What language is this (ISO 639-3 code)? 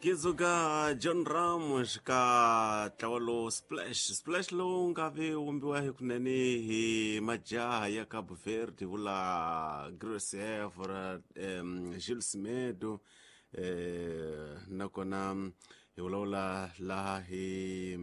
tso